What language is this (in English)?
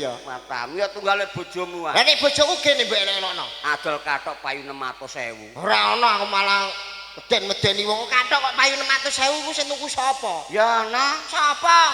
Javanese